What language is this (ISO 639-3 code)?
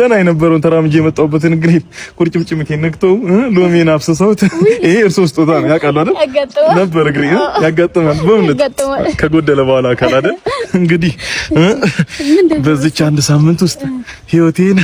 amh